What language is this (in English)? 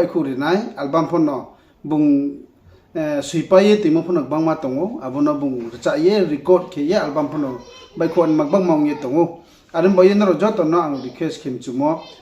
Riang (India)